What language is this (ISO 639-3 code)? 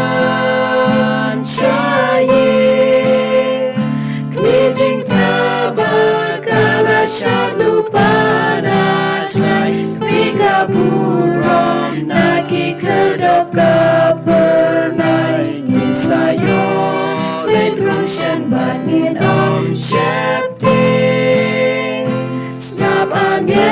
kha